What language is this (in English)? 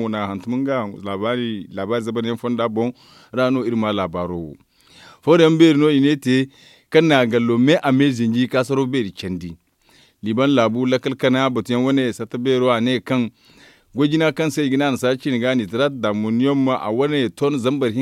Zarma